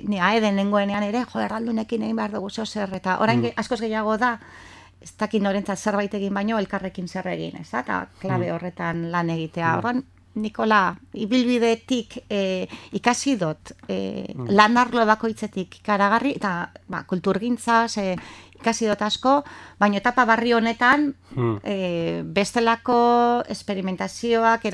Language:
Basque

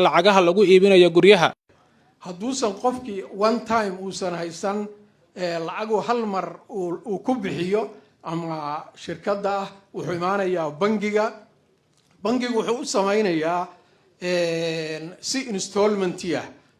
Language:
Somali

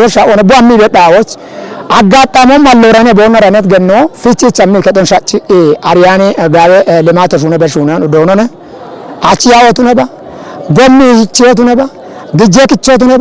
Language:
Kafa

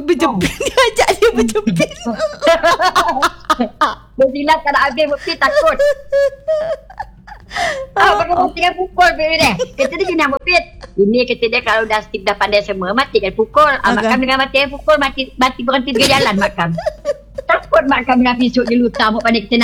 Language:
Malay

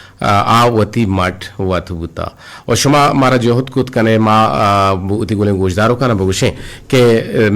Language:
Eastern Balochi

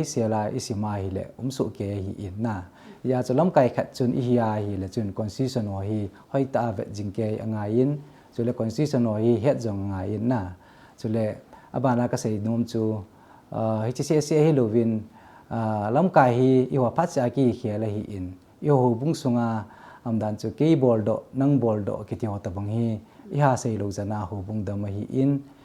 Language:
Thado Chin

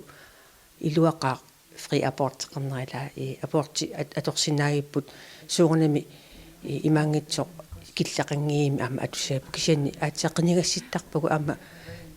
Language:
Kalaallisut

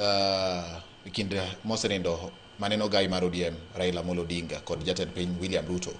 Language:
Luo (Kenya and Tanzania)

